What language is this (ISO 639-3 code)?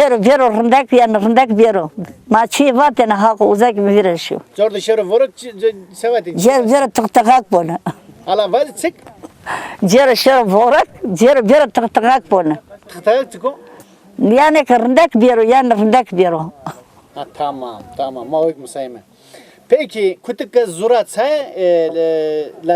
zza